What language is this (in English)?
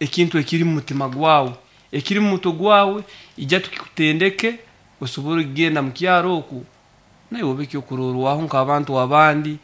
Nyoro